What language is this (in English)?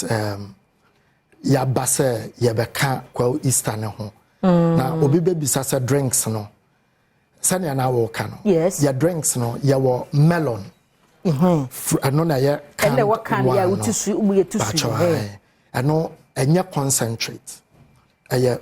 Akan